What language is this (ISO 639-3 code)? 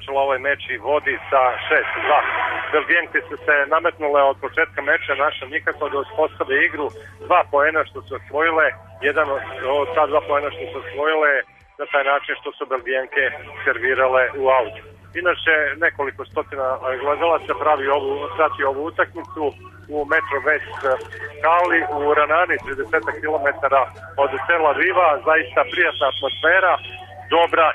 srp